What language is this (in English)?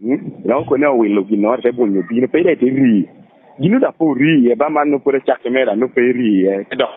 Lango (Uganda)